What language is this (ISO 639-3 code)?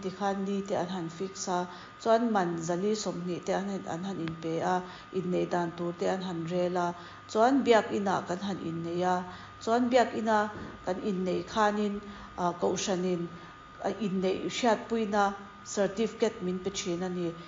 lus